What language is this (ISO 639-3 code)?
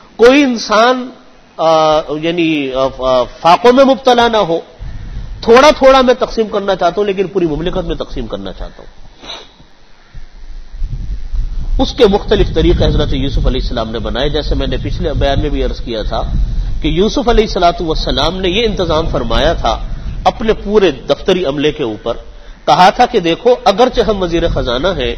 urd